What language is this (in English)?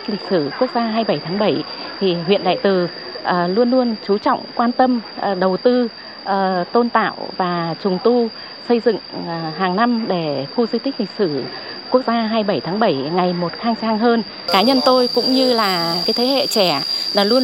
Vietnamese